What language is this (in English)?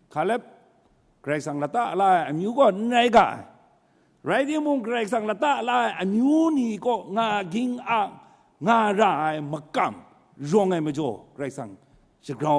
Kachin